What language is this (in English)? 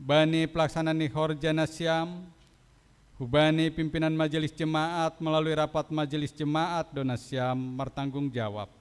Batak Simalungun